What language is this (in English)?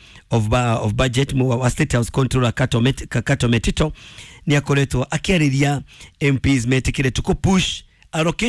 Kikuyu